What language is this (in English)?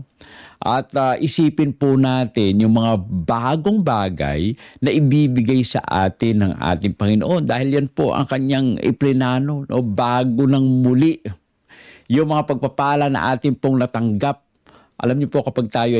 Filipino